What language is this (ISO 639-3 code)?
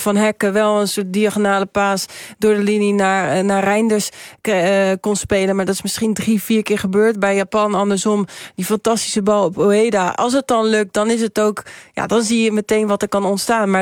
nld